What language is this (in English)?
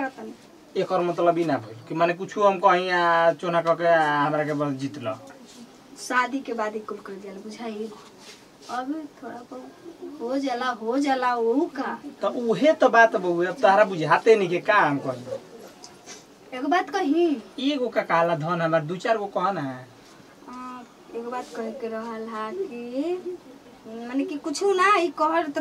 Bhojpuri